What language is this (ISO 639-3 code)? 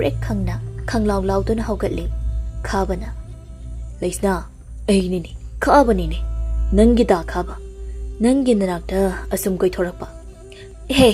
mni